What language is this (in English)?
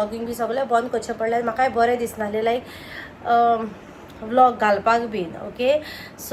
Konkani